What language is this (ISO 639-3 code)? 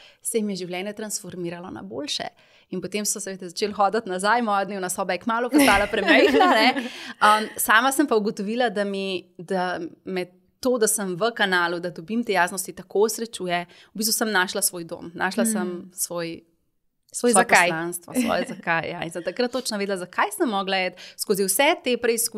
slv